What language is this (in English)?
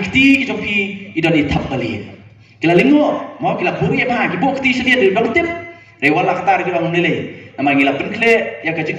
Khasi